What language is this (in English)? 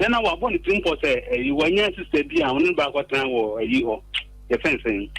Akan